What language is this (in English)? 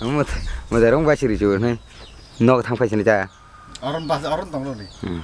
Kok Borok